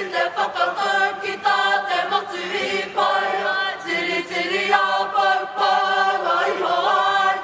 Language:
Māori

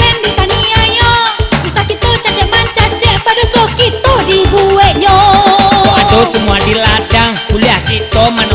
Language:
Minangkabau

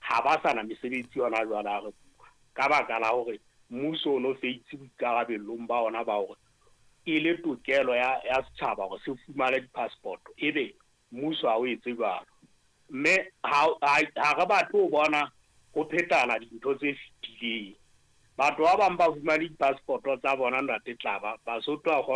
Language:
Southern Sotho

